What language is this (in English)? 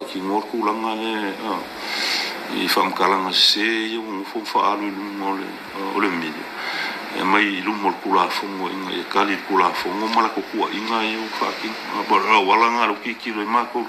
Samoan